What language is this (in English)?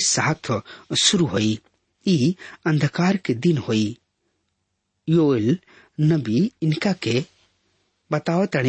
Bhojpuri